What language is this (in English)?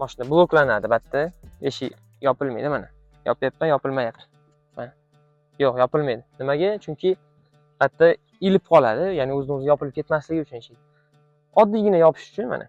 Uzbek